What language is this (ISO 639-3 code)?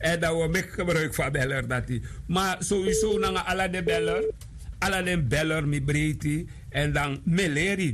srn